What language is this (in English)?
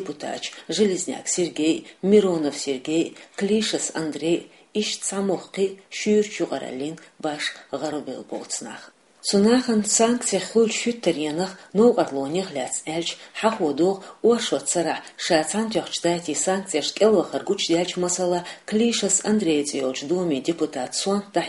Chechen